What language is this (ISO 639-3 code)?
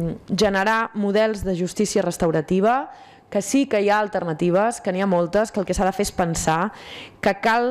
cat